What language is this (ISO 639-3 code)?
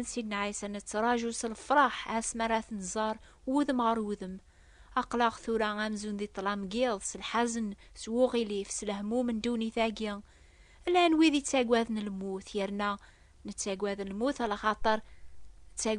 kab